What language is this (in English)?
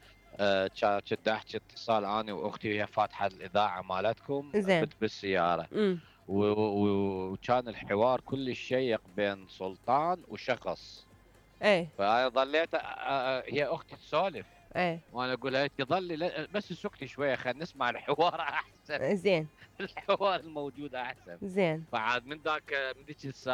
Mesopotamian Arabic